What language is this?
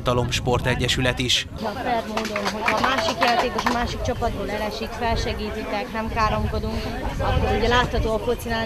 Hungarian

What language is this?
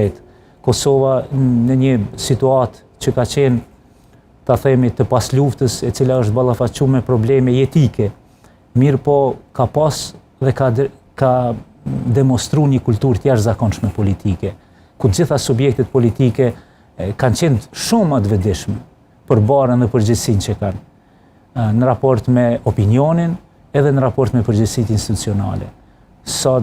Albanian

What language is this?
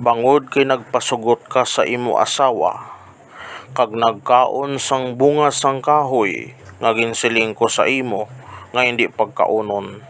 Hiligaynon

